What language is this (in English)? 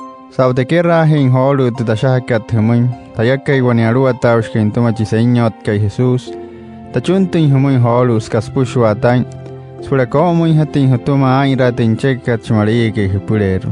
Wayuu